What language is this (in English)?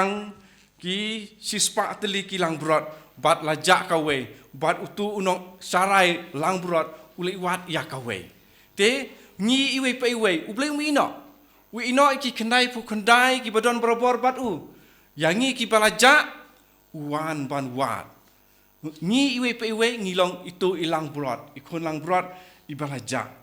Khasi